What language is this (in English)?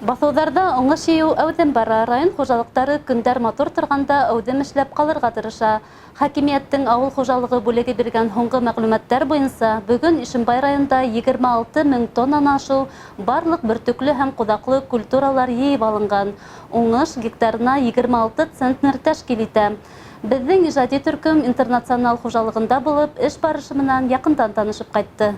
Bashkir